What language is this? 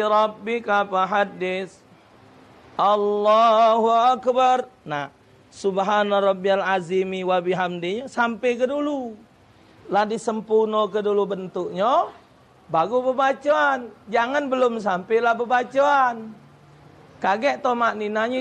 Musi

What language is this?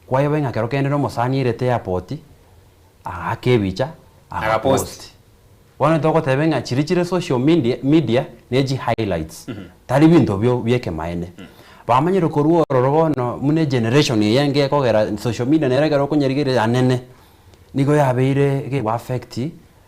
Gusii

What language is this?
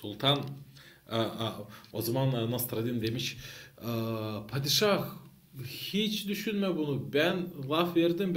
Gagauz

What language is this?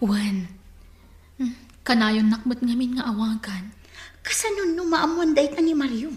Iloko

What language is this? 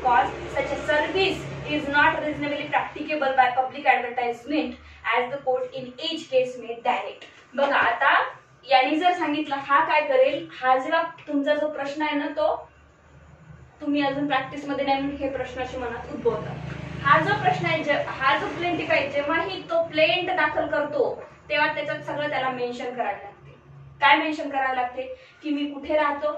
Marathi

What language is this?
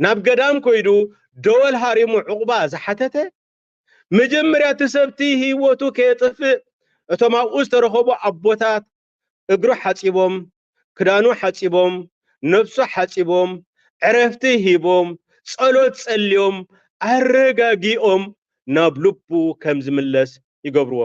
Tigrinya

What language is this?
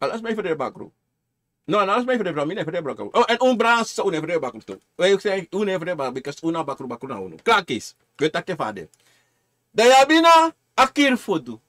Sranan Tongo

